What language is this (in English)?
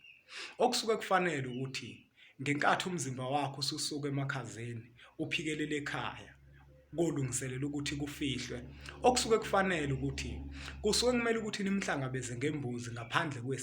Zulu